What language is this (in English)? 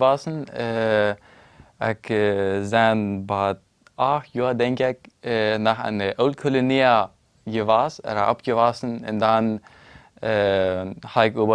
Plautdietsch